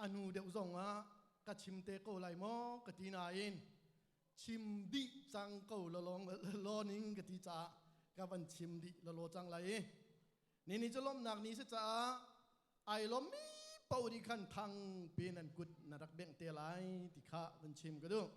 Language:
Hakha Chin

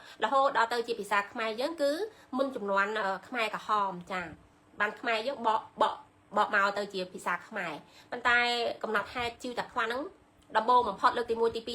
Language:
Khmer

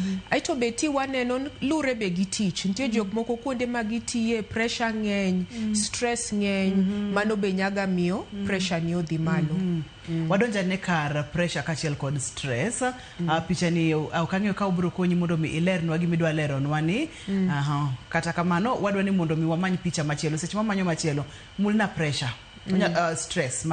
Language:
Luo (Kenya and Tanzania)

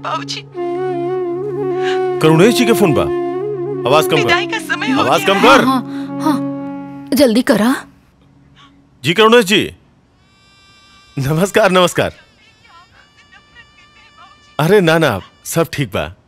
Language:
Bhojpuri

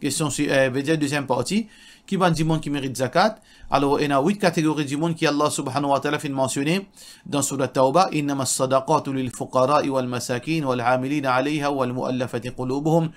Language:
Morisyen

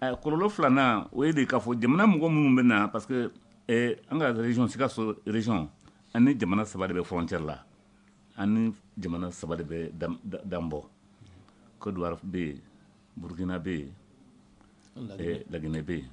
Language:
Bambara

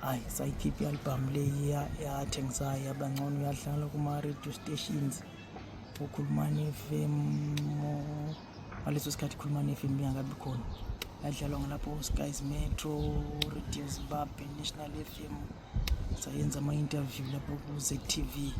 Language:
North Ndebele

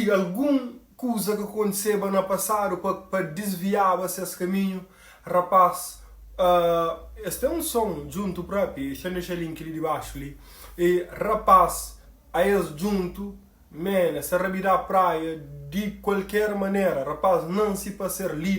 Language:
Kabuverdianu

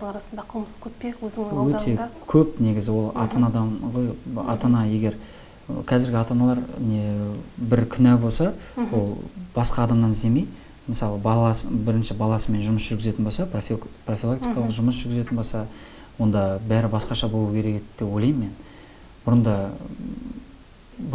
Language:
Kazakh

